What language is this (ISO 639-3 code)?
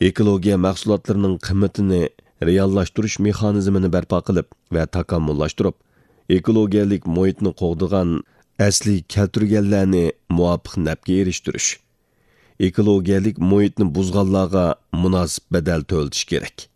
uig